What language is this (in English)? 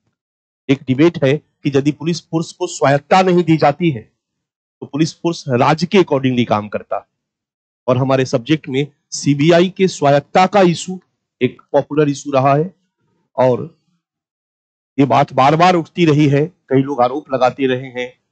Hindi